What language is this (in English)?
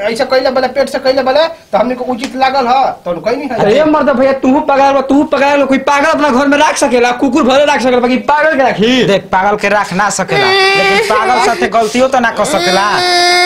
Bhojpuri